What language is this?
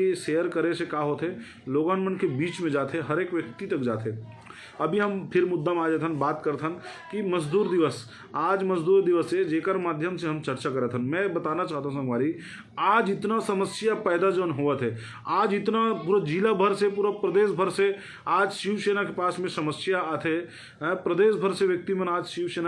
Chhattisgarhi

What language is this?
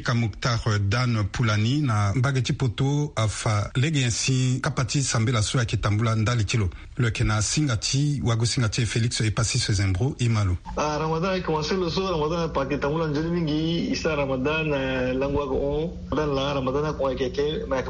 Sango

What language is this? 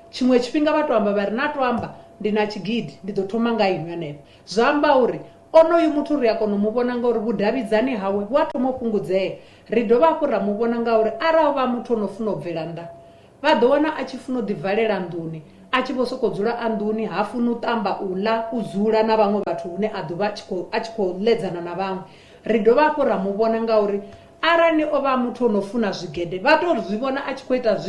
Venda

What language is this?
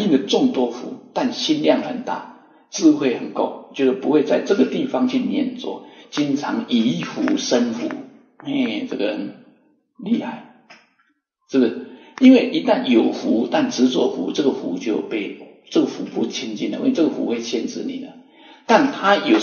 Chinese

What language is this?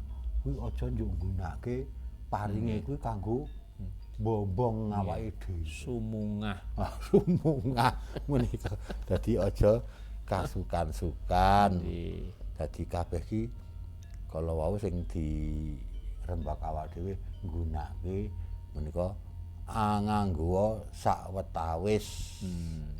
Javanese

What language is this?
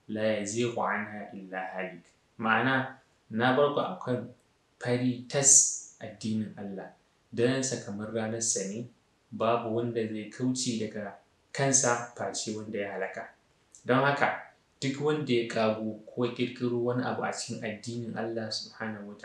Hausa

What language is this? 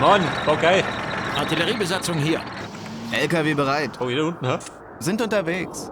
Bavarian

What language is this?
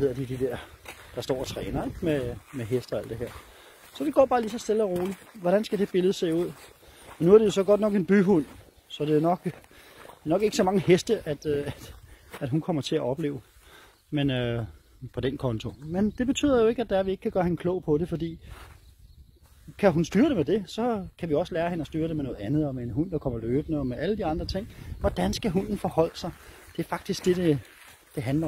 Danish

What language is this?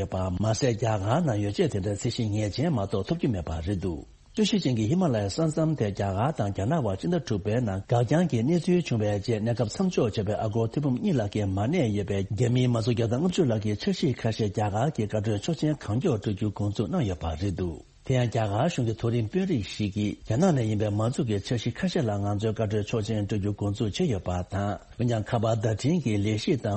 Tibetan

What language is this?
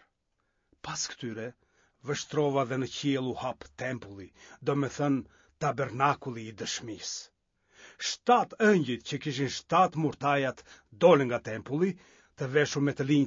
Albanian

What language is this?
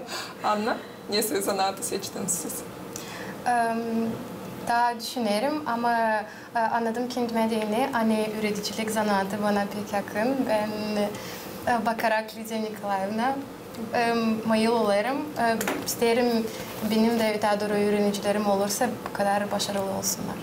Gagauz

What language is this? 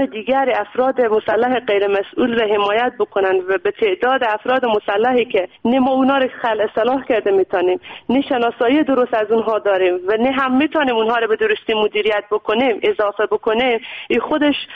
Persian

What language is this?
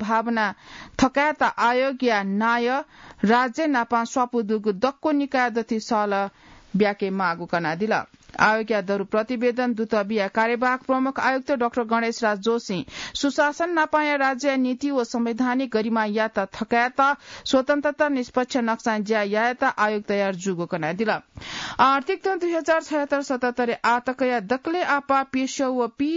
Newari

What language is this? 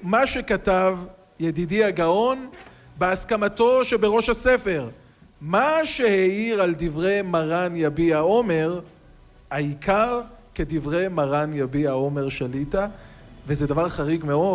Hebrew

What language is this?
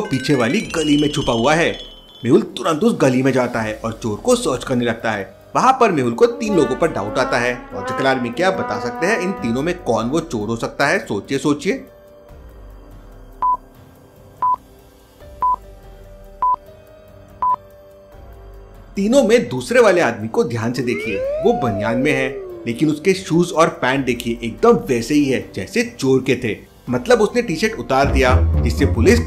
Hindi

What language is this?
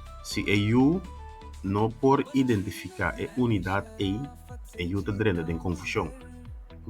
Papiamento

